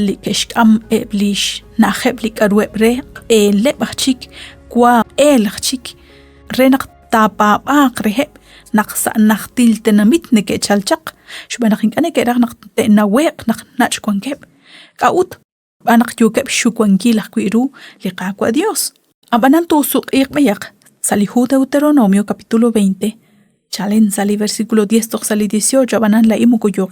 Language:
Kekchí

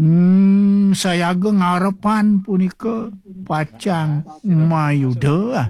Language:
Balinese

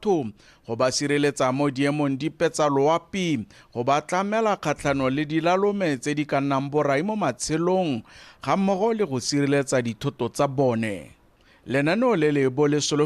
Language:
Tswana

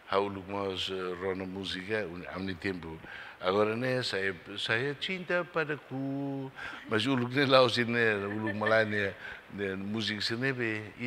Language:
Tetum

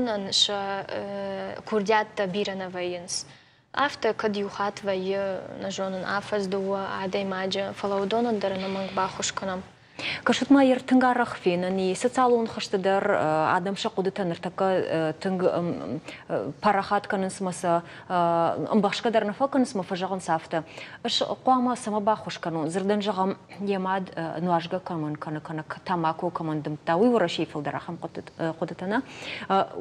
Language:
Ossetic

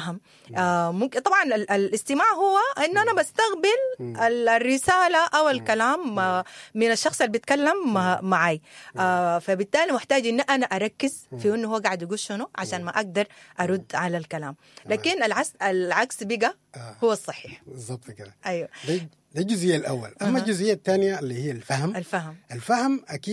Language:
Sudanese Arabic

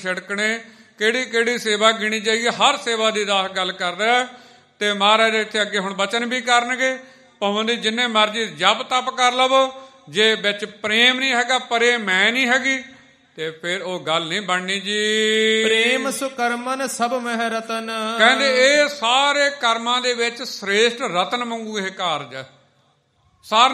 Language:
Punjabi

